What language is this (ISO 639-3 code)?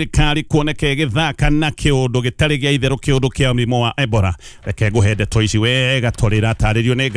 kik